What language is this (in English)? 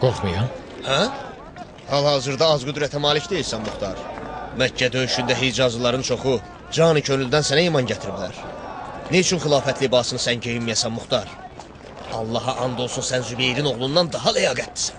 Azerbaijani